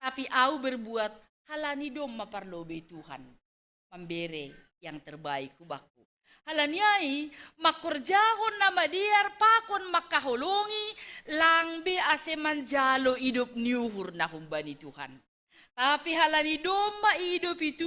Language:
Batak Simalungun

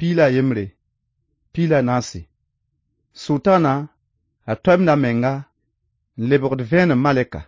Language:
Mossi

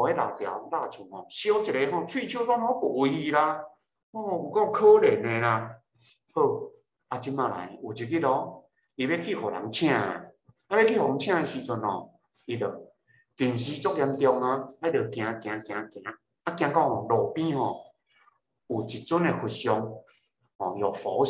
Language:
Min Nan Chinese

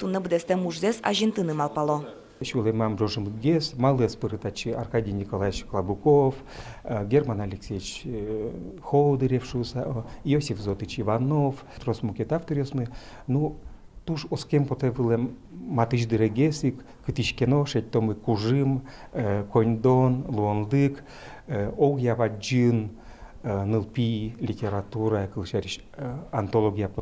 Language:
Udmurt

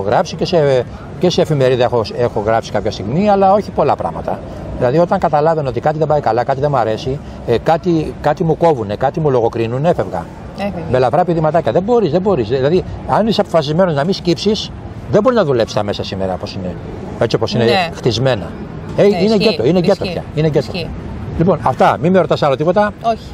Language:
Greek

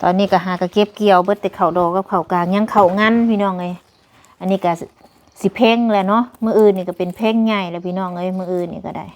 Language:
Lao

